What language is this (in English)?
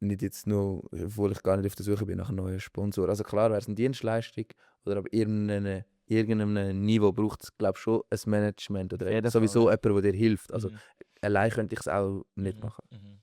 Swiss German